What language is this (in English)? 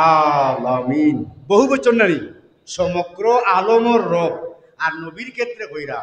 Sylheti